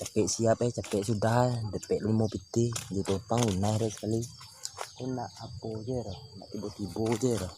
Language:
Minangkabau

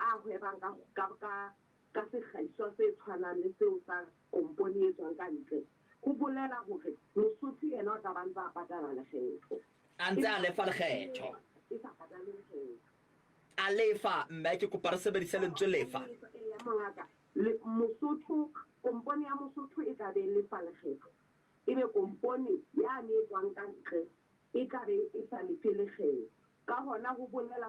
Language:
Southern Sotho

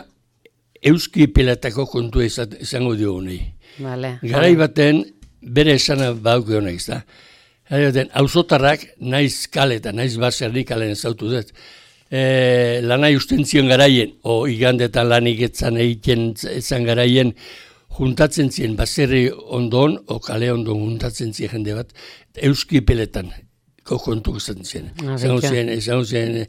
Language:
Basque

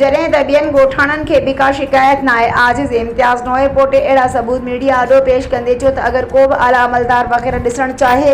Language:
Sindhi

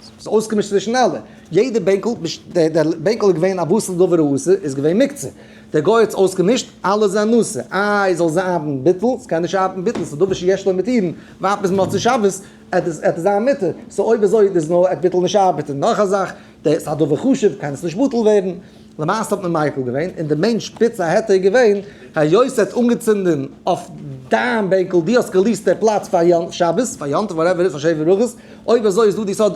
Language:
Yiddish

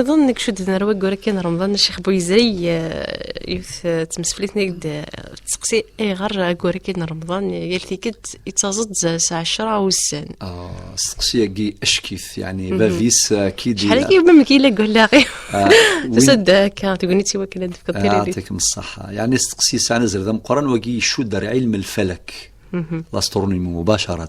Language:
Kabyle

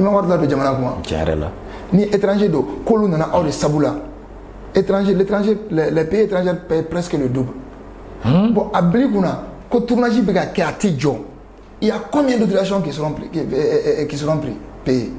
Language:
Bambara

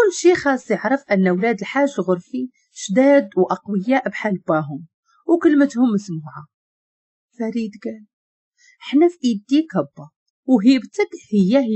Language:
Moroccan Arabic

